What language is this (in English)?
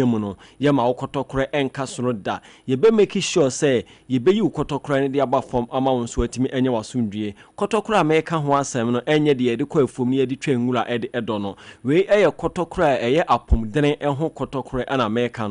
Akan